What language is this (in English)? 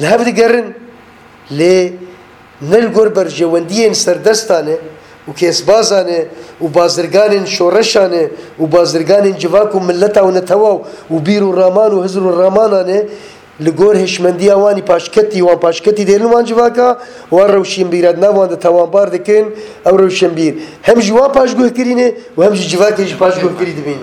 Kurdish